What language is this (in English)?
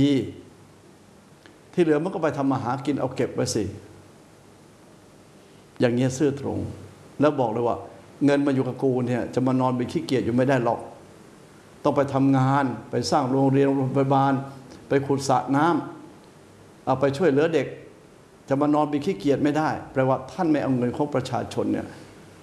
Thai